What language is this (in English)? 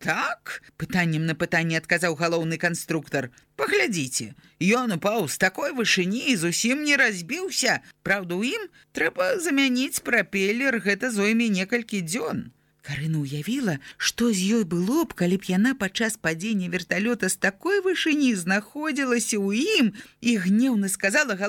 Belarusian